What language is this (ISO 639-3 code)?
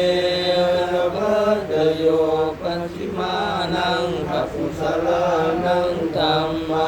pli